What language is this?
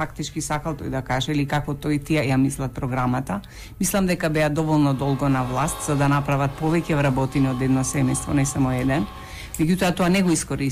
Macedonian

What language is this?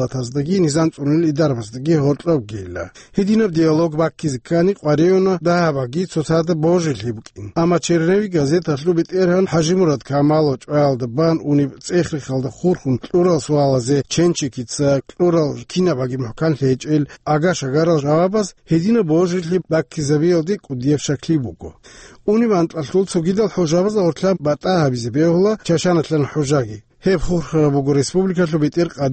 Avaric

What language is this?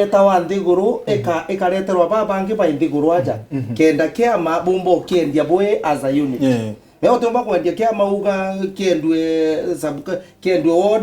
Meru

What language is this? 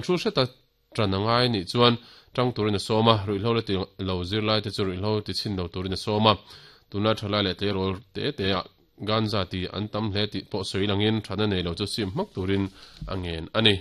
Mizo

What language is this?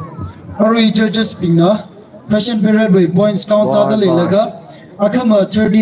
Tangkhul Naga (India)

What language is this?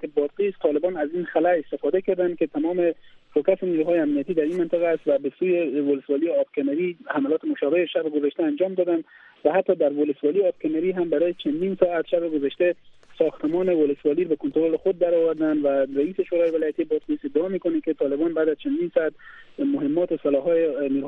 Persian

